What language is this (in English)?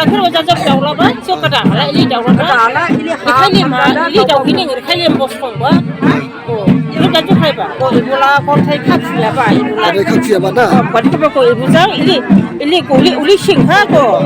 Dimasa